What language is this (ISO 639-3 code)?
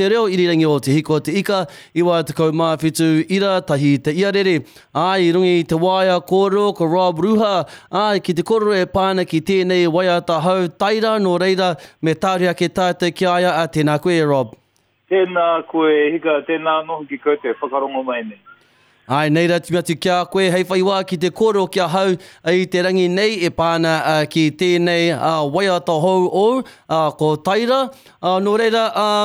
mri